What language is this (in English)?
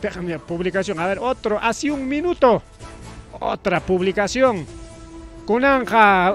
Ayacucho Quechua